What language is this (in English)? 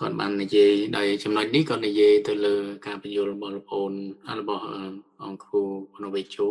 Khmer